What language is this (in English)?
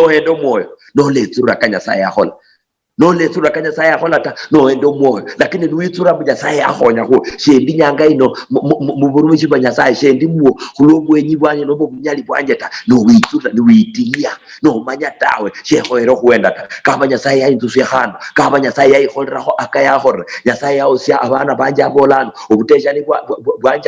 Luyia